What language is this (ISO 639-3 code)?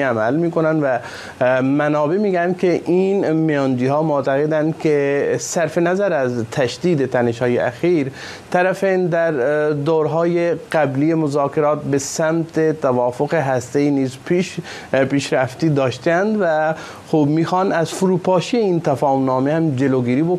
fas